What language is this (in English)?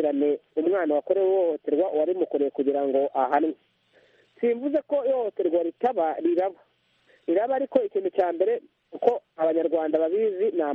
Kinyarwanda